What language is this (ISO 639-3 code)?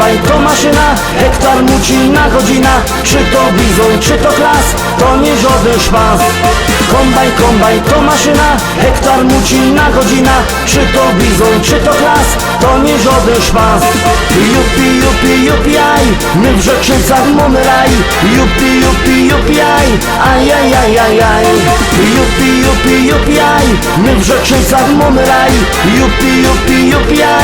szl